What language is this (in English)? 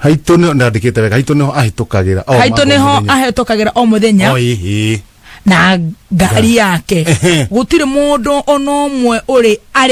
Kikuyu